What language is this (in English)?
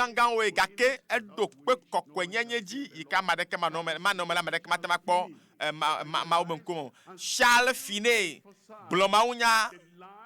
Ewe